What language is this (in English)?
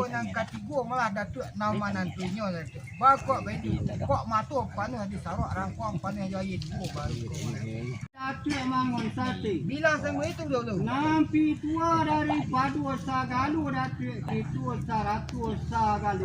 Minangkabau